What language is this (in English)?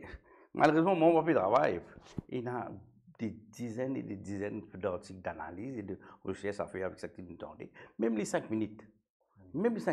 Morisyen